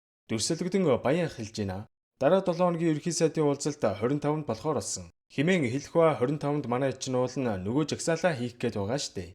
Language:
Mongolian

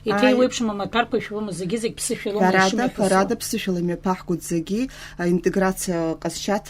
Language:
Abkhazian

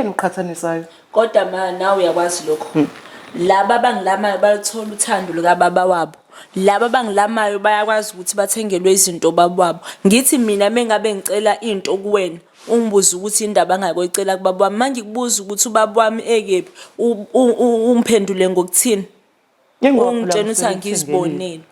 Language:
Zulu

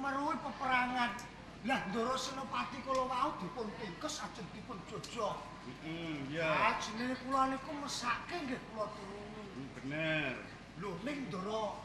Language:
Javanese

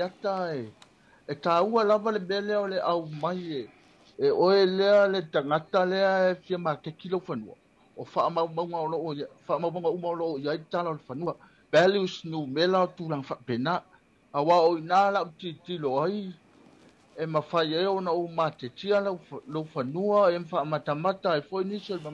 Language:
Samoan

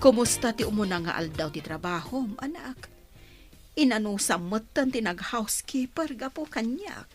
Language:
Iloko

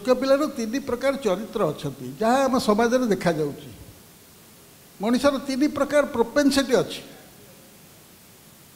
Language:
Odia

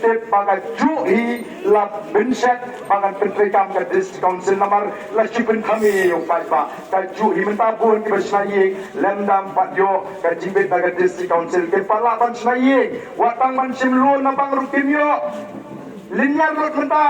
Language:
Khasi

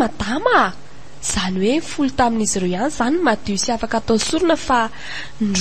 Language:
Malagasy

